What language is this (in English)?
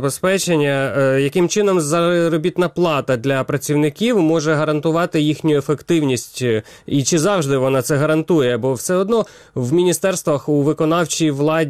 Ukrainian